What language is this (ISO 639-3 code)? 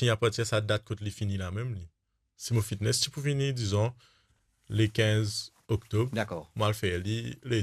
mfe